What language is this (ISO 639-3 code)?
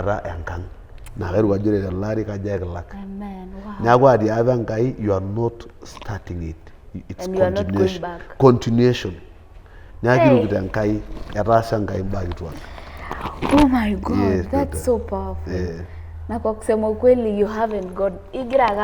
mas